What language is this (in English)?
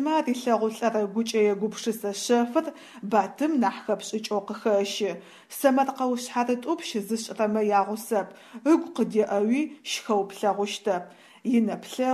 Adyghe